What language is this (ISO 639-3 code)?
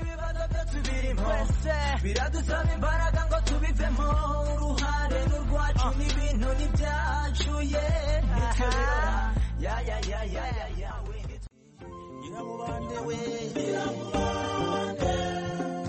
kin